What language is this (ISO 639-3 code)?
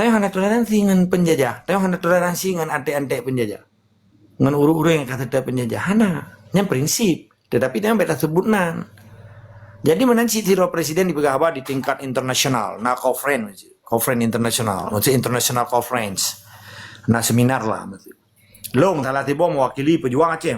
ace